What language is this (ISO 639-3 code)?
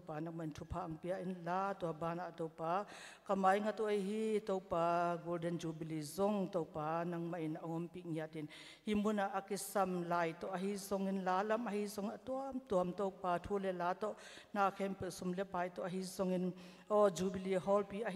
ctd